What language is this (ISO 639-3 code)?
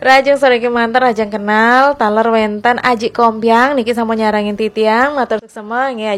ban